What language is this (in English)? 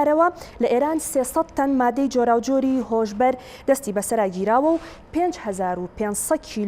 Central Kurdish